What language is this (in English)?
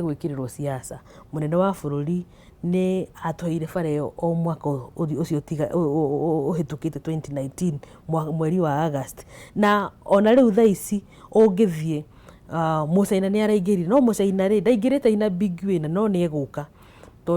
Kikuyu